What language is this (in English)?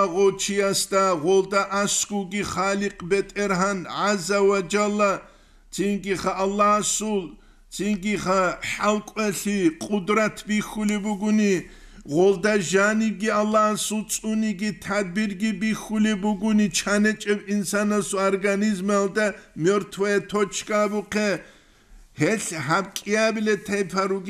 Avaric